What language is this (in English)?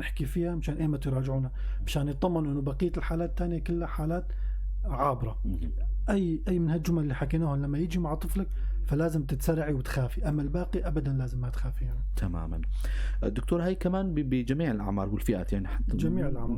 North Levantine Arabic